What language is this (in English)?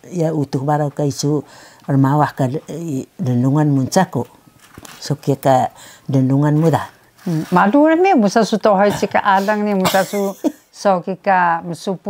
Taroko